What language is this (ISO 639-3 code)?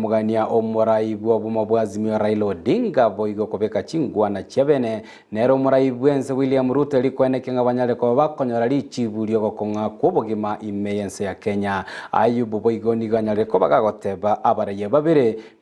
guz